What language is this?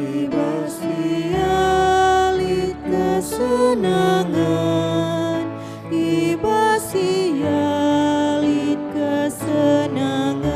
Batak Karo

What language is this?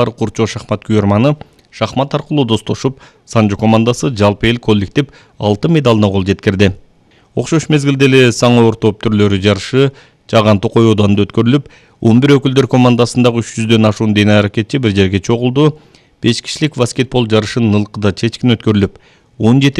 Kyrgyz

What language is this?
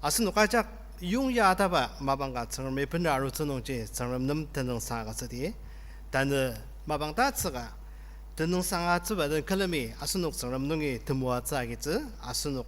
Ao Naga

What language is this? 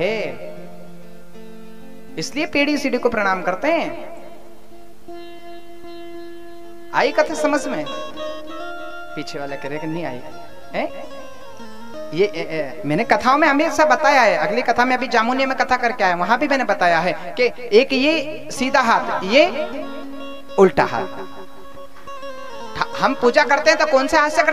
Hindi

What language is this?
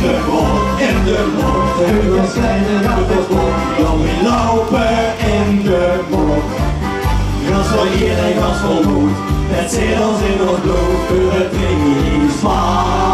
Limburgish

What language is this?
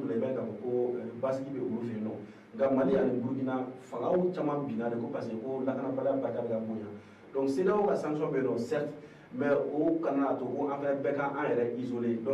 Bambara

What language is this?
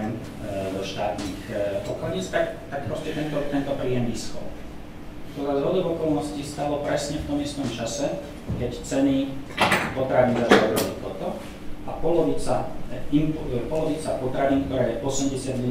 Slovak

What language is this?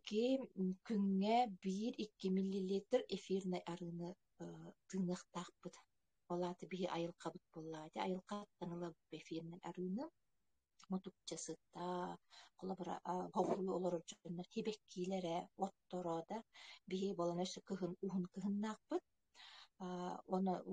Yakut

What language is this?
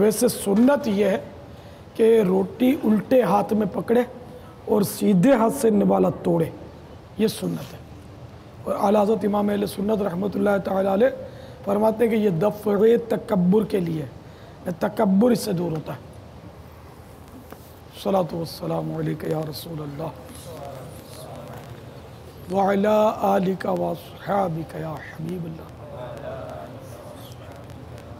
Urdu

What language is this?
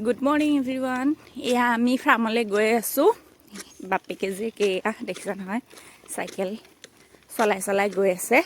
Assamese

